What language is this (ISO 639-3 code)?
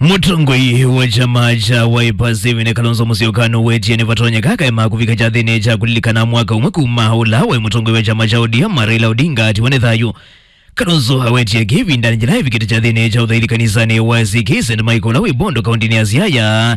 kam